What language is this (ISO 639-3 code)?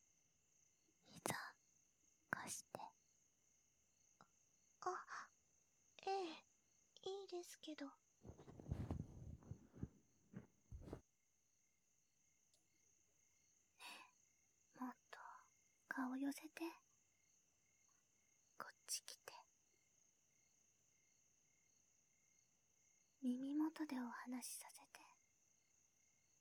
jpn